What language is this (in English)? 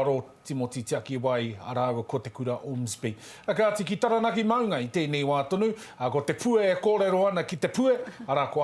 Māori